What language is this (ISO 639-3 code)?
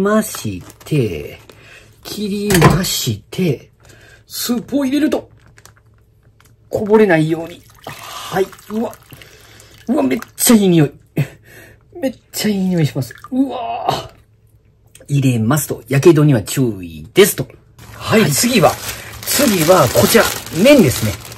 jpn